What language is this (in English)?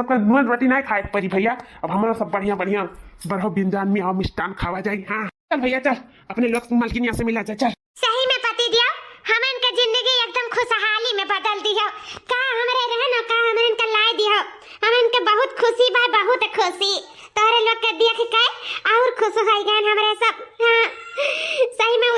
Awadhi